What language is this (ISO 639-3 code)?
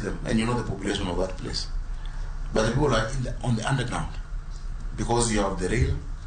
luo